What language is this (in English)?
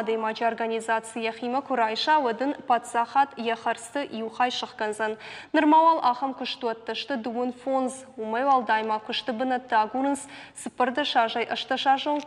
Ossetic